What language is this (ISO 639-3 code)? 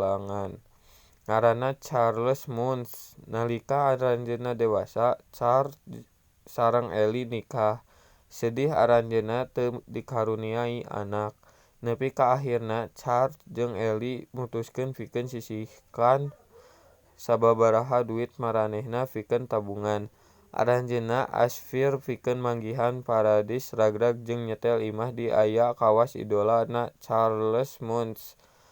sun